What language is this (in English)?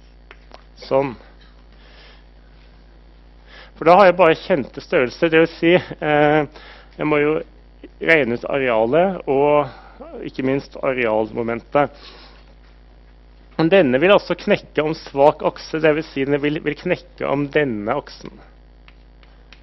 Norwegian